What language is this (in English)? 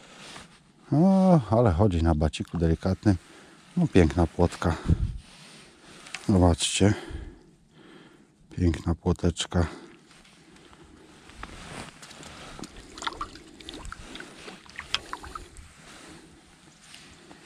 Polish